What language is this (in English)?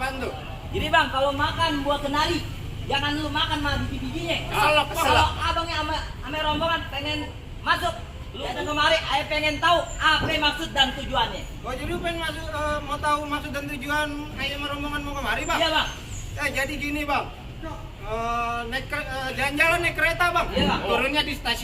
Betawi